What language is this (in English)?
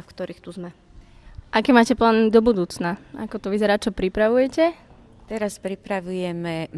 Slovak